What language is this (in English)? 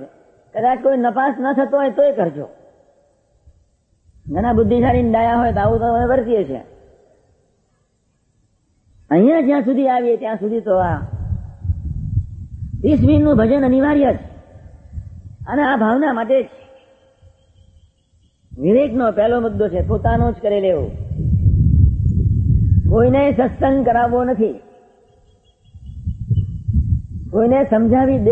Gujarati